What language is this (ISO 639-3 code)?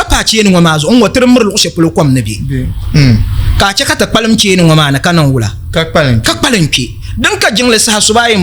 dag